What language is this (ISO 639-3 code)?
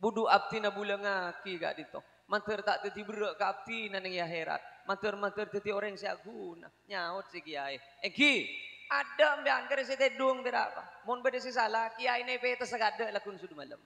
mad